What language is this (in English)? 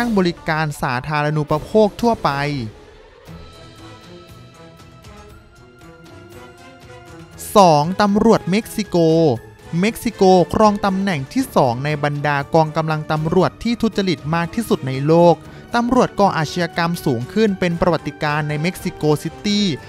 Thai